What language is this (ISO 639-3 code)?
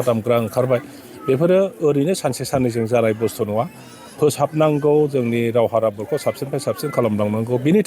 brx